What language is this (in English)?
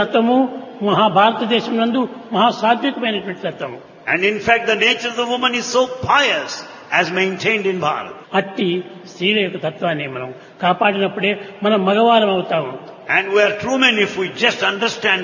Telugu